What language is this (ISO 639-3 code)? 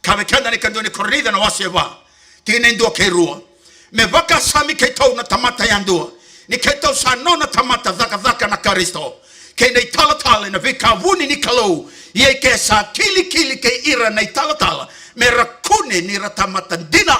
fij